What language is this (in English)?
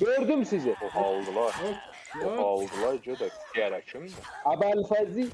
South Azerbaijani